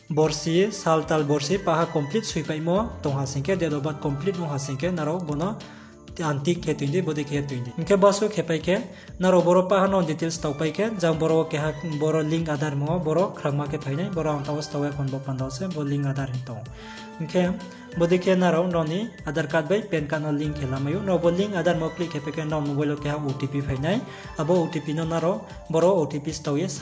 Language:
Riang (India)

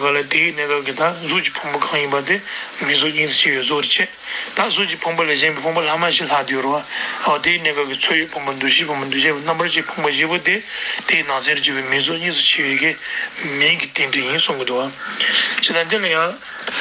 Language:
Tibetan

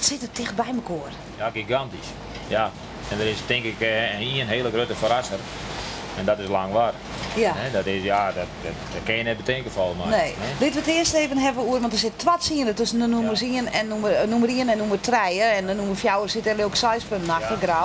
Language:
Western Frisian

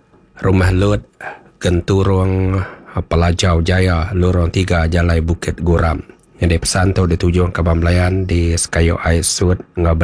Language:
Iban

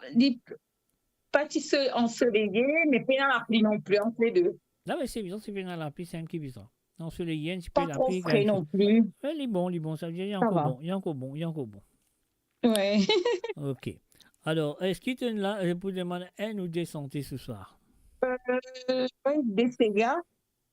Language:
Morisyen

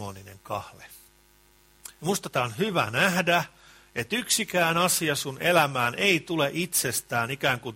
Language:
Finnish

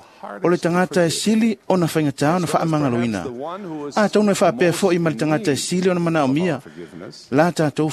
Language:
Samoan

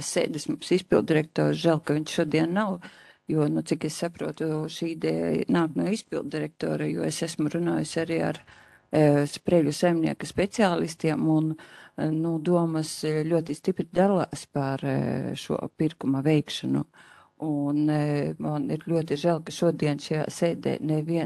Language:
Latvian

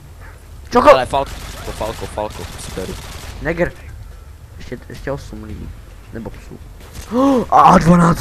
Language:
Czech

